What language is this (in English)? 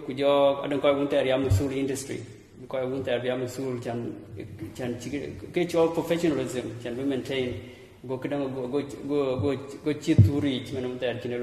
Dinka